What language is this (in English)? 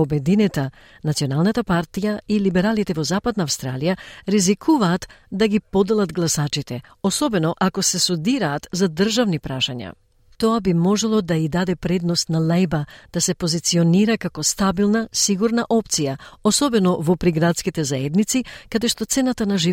Macedonian